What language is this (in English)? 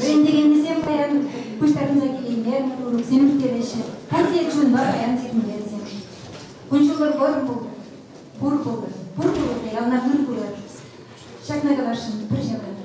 Chuvash